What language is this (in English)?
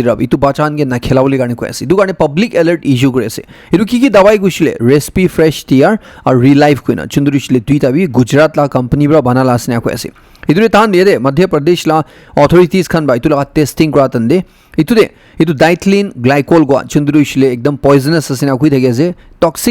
Naga Pidgin